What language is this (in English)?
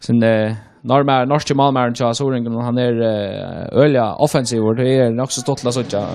Faroese